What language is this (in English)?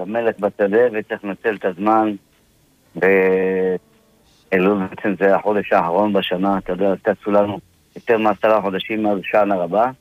Hebrew